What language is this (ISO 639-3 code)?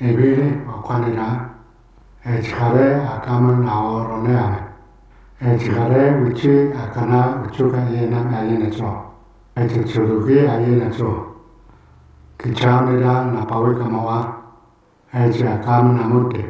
tar